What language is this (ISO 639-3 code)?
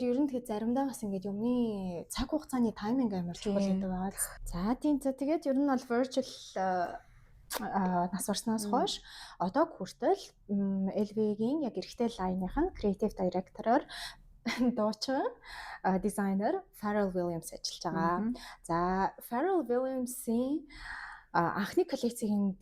mon